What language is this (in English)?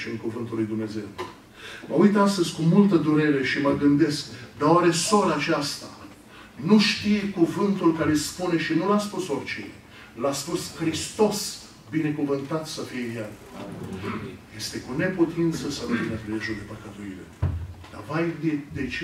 Romanian